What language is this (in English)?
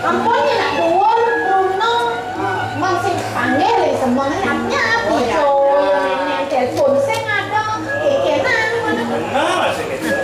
Balinese